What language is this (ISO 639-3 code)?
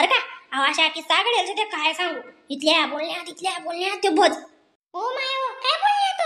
khn